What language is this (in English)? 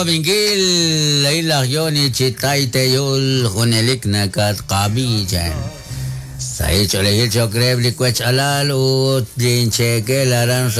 Kekchí